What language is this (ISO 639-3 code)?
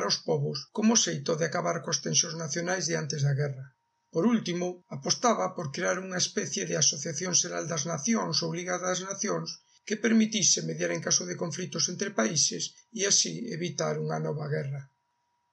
glg